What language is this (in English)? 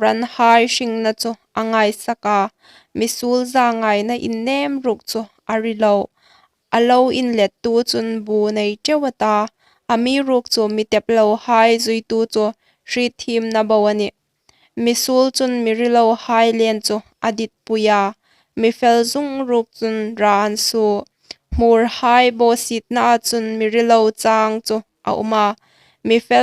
Hmar